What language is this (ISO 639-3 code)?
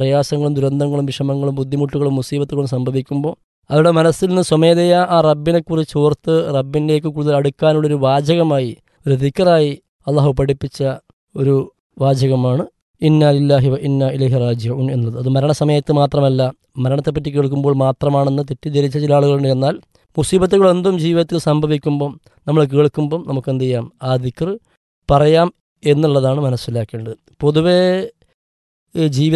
mal